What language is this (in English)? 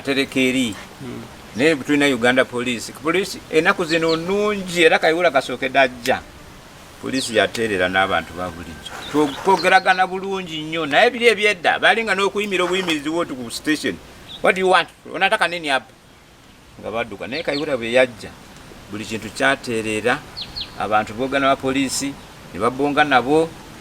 Ganda